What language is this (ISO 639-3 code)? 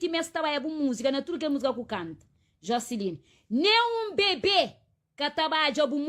kea